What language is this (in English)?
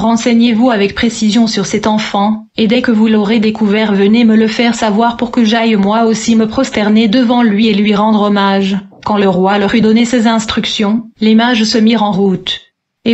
French